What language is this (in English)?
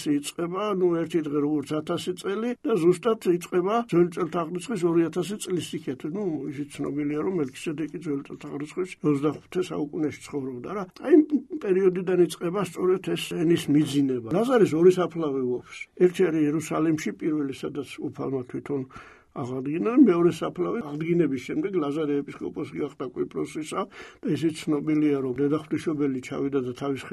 Georgian